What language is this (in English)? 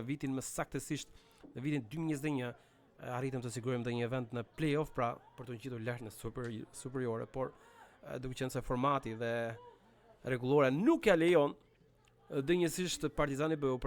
Albanian